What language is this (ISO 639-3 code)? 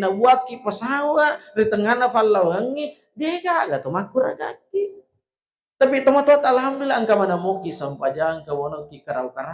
bug